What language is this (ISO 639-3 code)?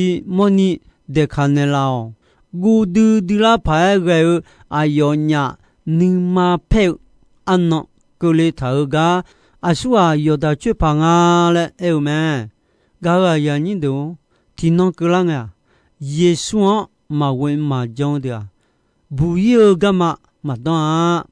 ahk